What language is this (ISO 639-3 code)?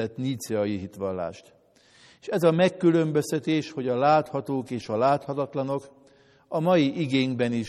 hun